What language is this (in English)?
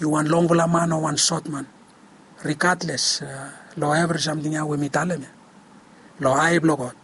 Bislama